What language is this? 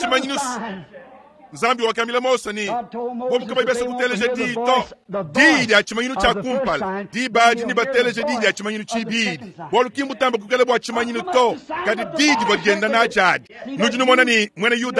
Luba-Lulua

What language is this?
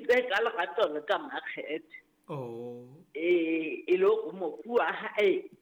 Southern Sotho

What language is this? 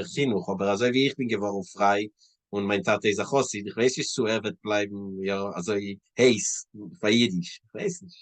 Yiddish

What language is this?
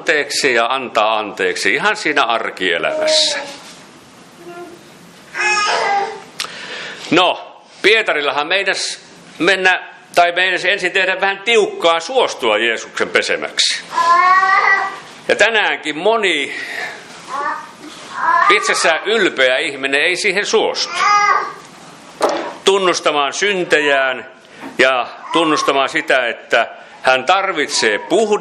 Finnish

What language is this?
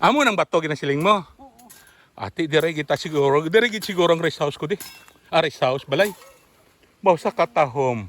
Hiligaynon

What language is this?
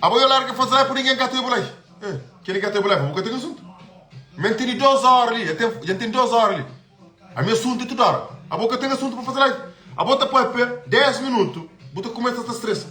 Kabuverdianu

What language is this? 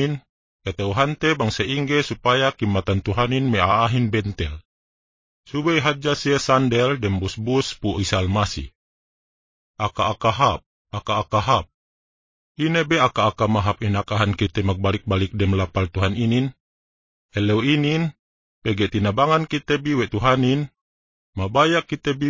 Yakan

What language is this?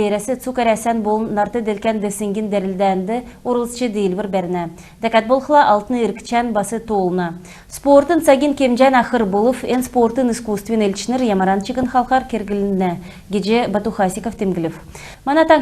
Kalmyk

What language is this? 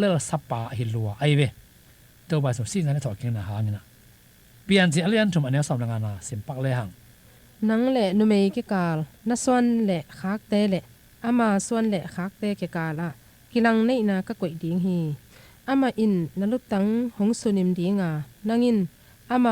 Tedim Chin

